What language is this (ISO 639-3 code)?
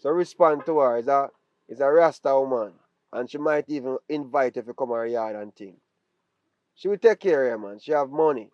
jam